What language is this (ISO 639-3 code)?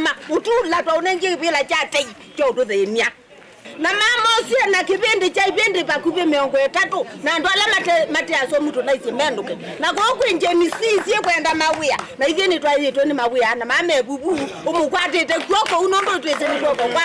kam